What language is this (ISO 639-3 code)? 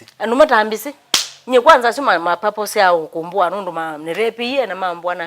kam